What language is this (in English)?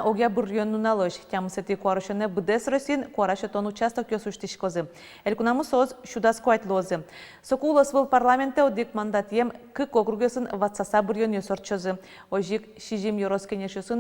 Udmurt